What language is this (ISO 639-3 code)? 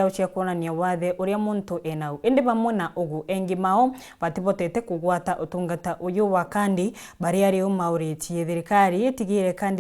mer